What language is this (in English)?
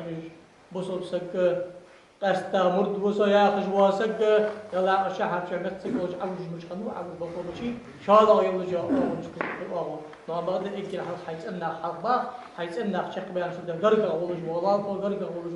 Ingush